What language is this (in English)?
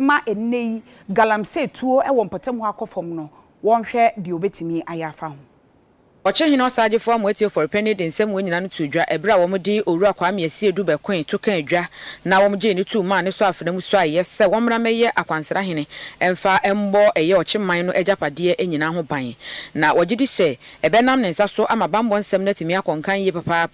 Akan